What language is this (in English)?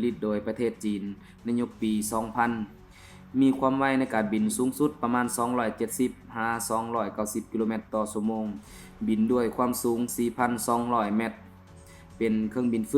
Lao